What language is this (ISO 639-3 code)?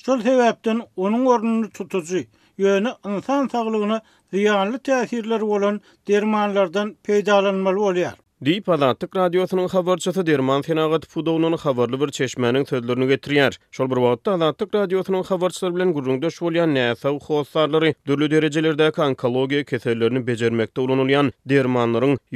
tuk